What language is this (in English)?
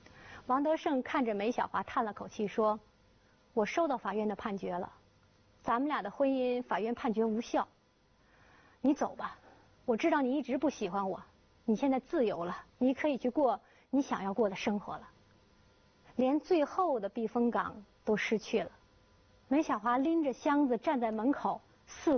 Chinese